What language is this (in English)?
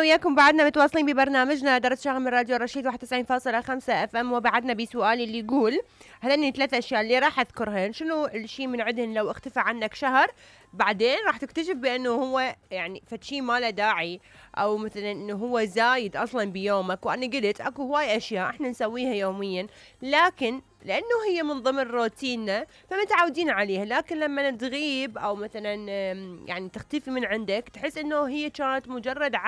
Mesopotamian Arabic